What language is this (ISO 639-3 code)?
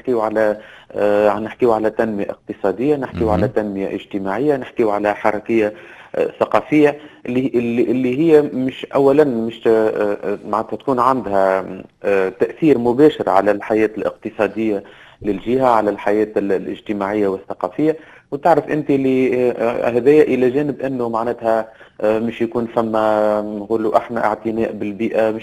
aeb